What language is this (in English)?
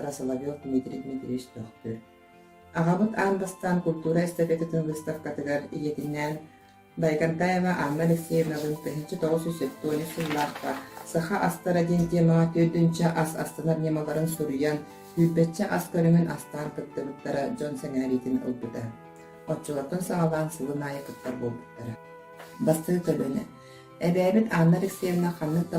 Yakut